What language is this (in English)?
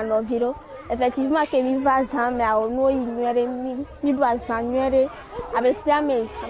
Ewe